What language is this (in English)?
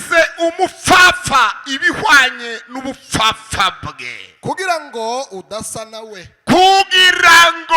Kinyarwanda